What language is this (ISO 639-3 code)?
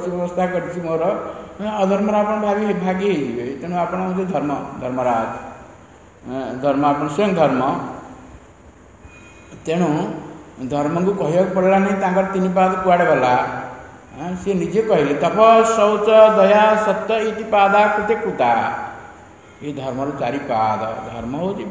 ori